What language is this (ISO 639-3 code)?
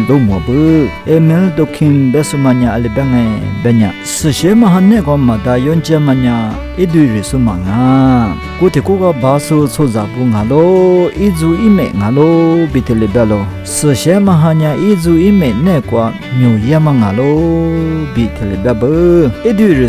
lis